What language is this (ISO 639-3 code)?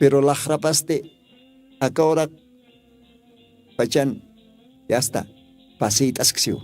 aym